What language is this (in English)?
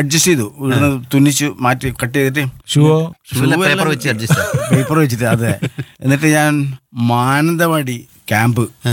Malayalam